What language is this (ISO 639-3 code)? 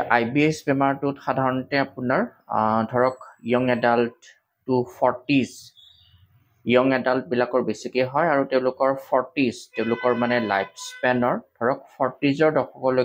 asm